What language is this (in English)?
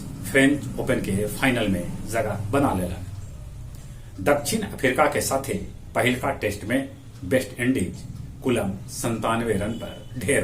Magahi